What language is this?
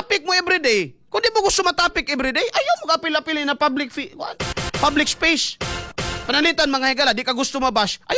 Cebuano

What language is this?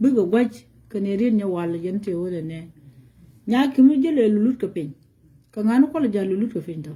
Nuer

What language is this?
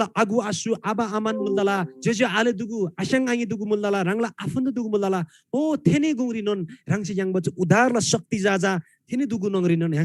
Eastern Tamang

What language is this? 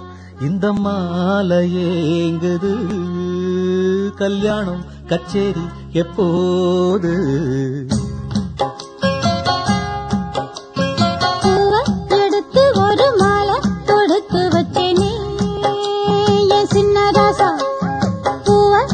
Tamil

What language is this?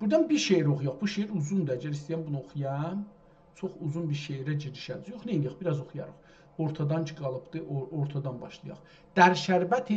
South Azerbaijani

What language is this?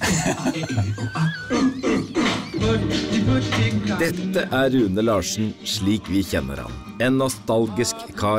Norwegian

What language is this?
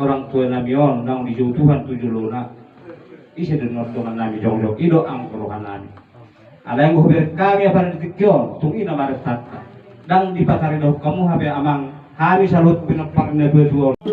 Batak Toba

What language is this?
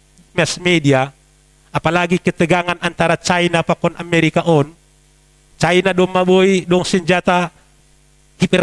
Batak Simalungun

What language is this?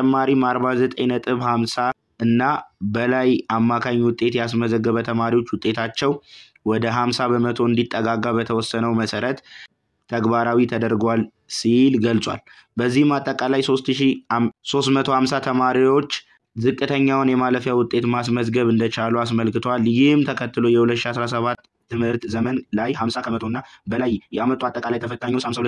Amharic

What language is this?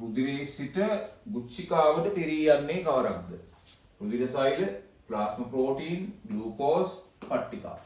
Sinhala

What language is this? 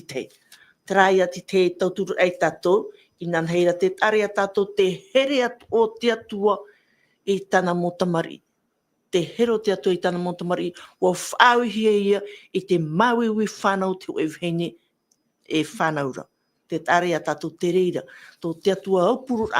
Tahitian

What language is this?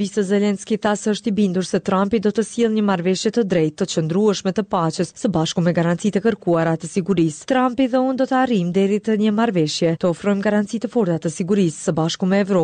Albanian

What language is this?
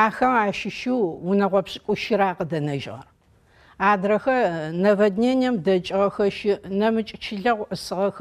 Adyghe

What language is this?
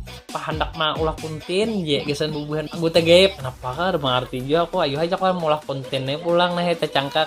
Banjar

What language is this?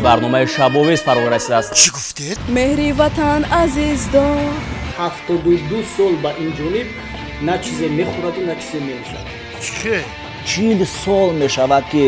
Tajik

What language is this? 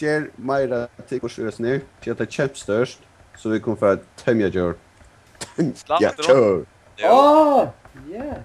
Faroese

